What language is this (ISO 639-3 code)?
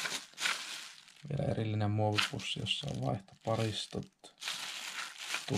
fin